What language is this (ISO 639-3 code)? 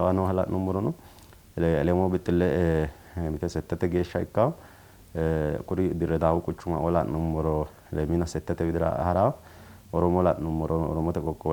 sid